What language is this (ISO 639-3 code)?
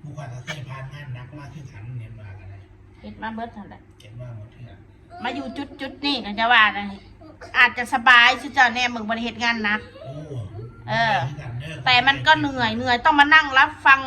tts